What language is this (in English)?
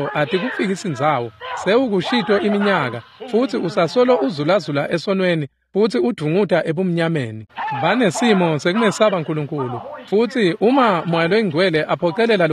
Swati